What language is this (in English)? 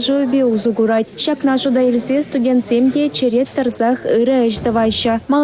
Chuvash